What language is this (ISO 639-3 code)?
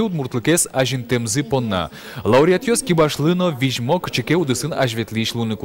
udm